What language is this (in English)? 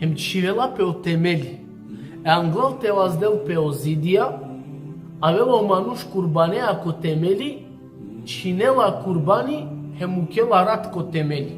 Balkan Romani